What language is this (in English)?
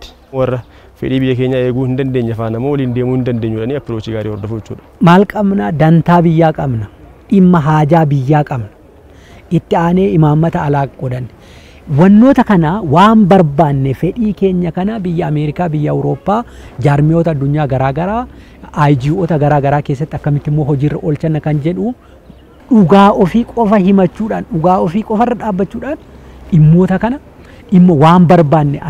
Oromo